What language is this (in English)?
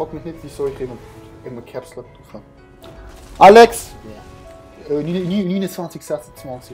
Swiss German